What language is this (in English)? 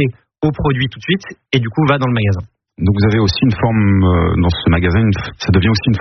French